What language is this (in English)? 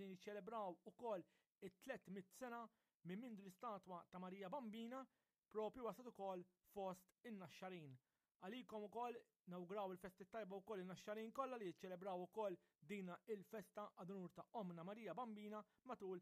Maltese